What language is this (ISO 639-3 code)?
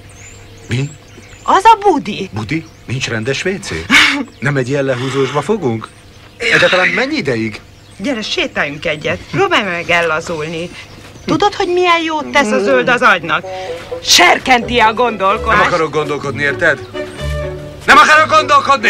hun